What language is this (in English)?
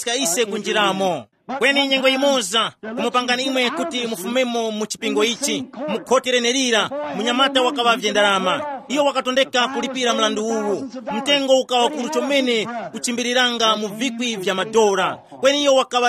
Tumbuka